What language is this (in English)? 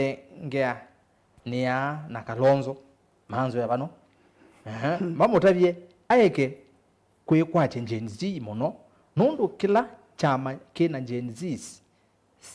Kamba